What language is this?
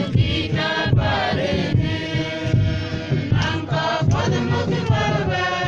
Mabaan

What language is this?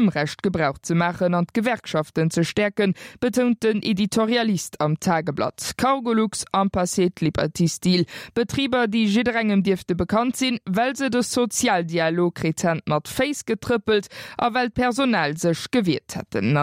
Luxembourgish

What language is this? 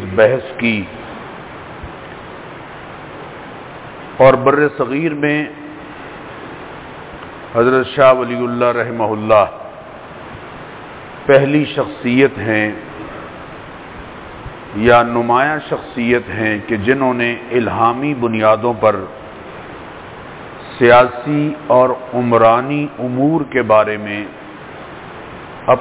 Urdu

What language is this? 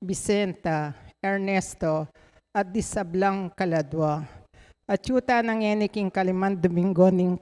Pampanga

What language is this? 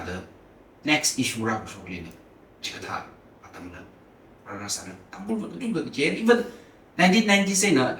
Tangkhul Naga (India)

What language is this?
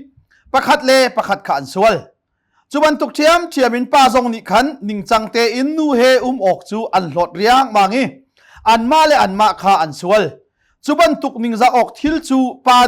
Hakha Chin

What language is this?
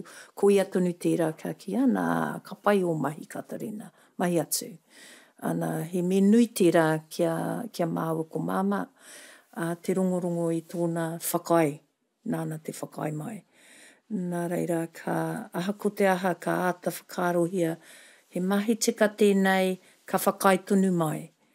Māori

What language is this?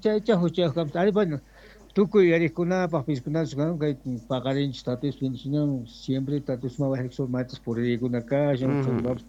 South Bolivian Quechua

